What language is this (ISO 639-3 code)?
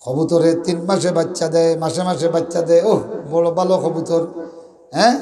syl